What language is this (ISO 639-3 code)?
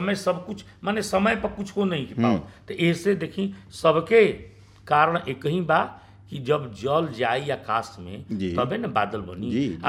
bho